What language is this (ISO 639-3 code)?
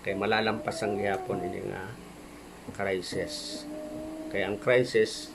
war